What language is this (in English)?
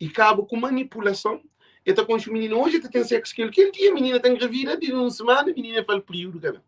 Kabuverdianu